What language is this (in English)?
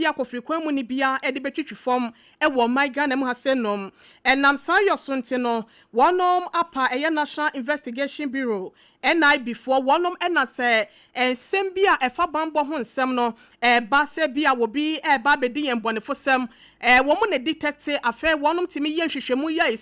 Akan